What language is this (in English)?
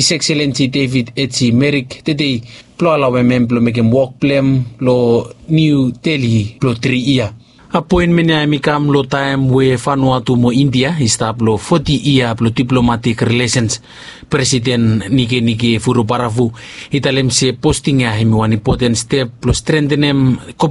Bislama